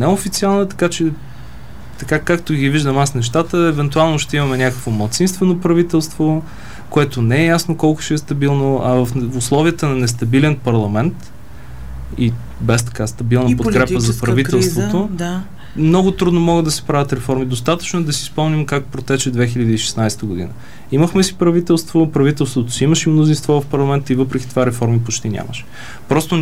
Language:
Bulgarian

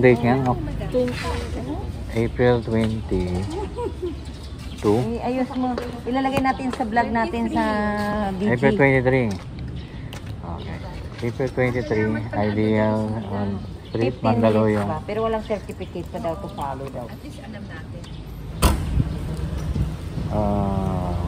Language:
Filipino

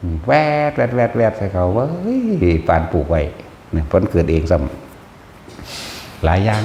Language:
Northeastern Thai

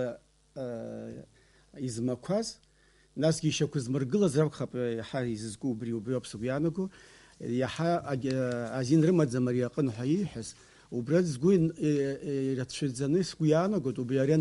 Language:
Abkhazian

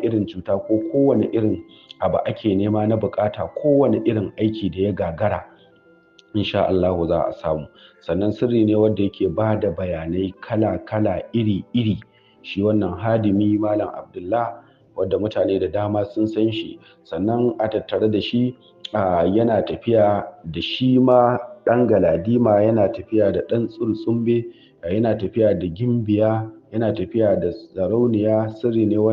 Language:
Hausa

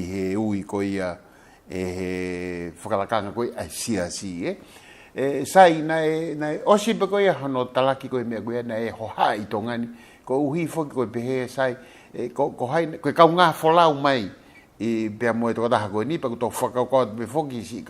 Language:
Tongan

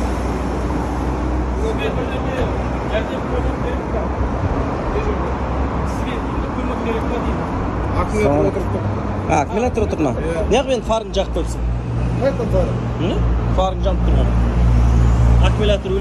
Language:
Kazakh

